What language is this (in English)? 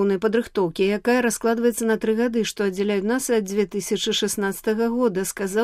Belarusian